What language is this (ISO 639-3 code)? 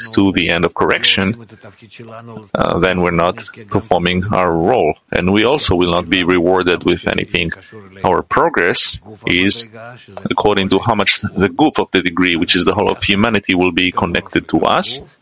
eng